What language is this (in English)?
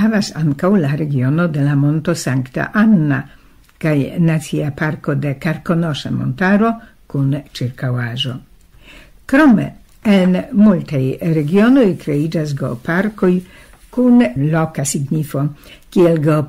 Esperanto